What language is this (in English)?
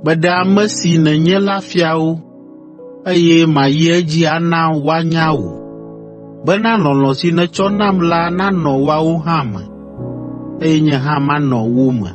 Ewe